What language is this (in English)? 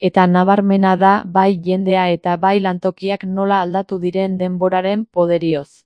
Basque